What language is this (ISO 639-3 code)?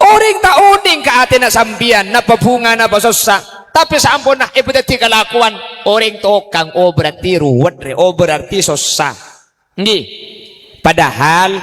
mad